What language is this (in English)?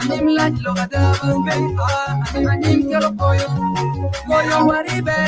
Acoli